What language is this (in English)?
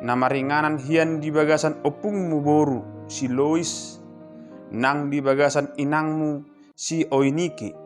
Batak Toba